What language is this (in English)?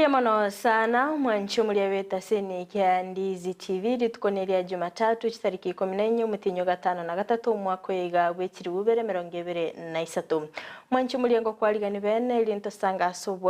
Gusii